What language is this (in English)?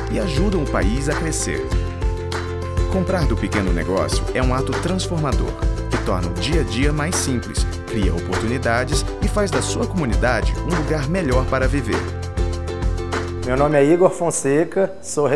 Portuguese